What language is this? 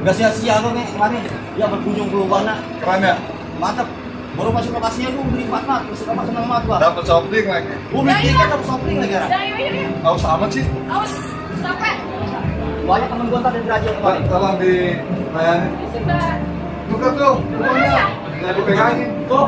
Betawi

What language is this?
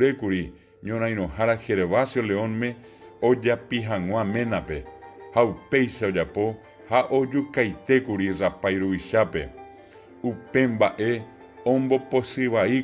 Guarani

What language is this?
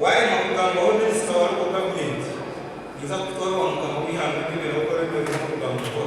Nyankole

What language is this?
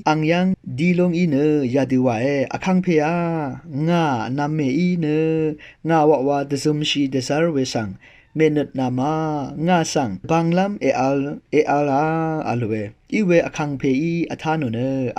Rawang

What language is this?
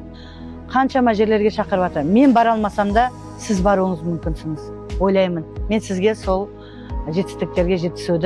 Kazakh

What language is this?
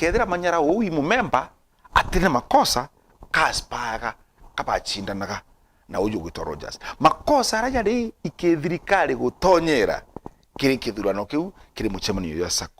Meru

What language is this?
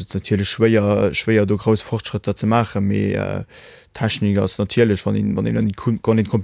Luxembourgish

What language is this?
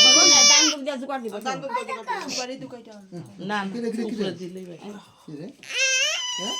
Sylheti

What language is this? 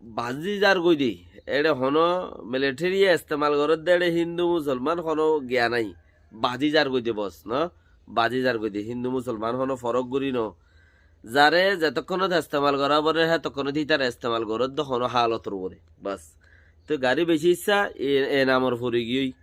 Rohingya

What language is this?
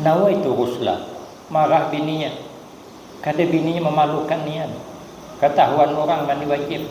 Banjar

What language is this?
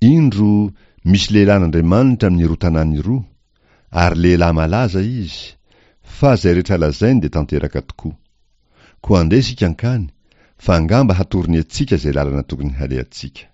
Malagasy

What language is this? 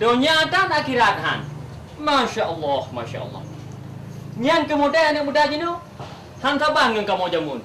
Achinese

